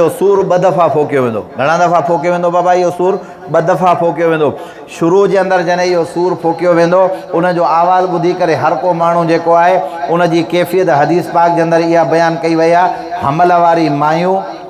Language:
Sindhi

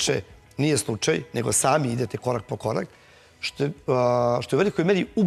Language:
Serbian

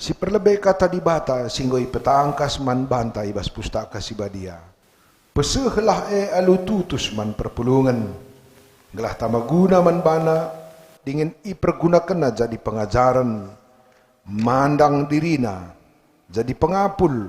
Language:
Batak Karo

